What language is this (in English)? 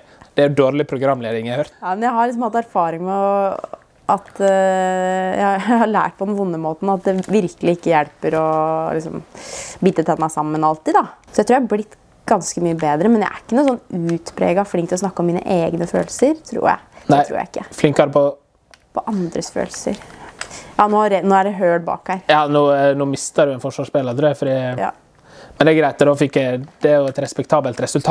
Norwegian